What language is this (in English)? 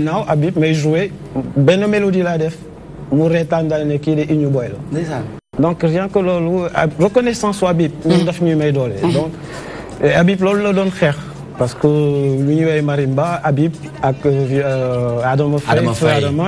Wolof